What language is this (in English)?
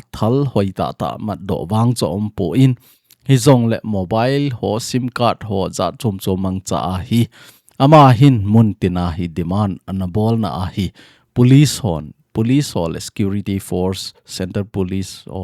Thado Chin